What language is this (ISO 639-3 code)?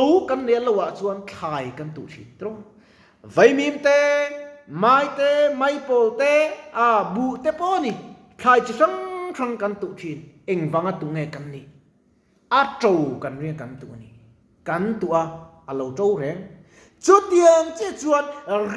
lus